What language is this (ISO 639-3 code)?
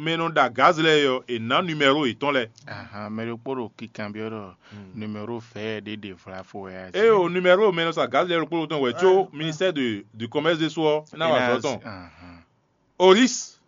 fon